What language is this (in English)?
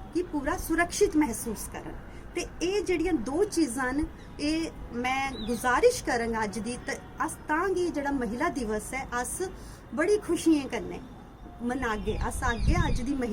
Dogri